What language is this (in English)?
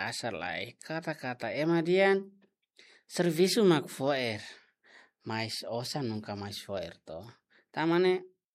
Tetum